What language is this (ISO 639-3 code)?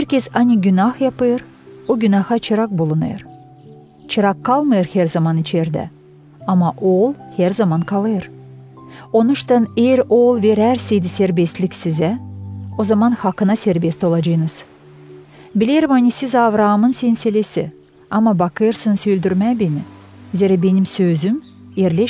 gag